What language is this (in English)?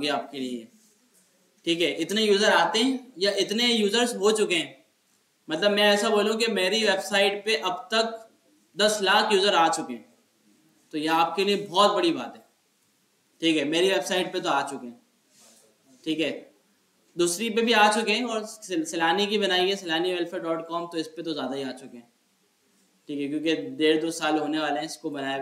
Hindi